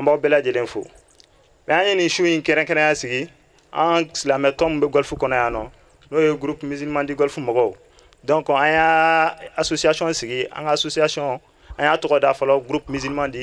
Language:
Bambara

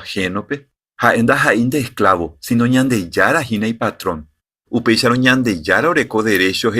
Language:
Guarani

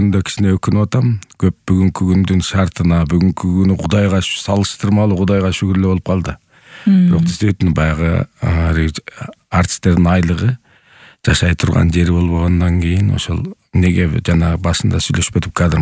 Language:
Kyrgyz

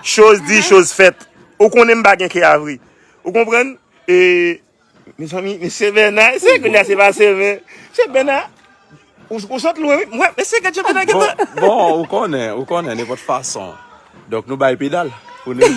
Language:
Haitian Creole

